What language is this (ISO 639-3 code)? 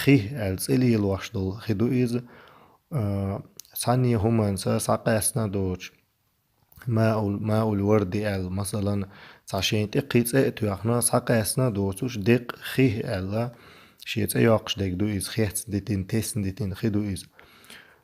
che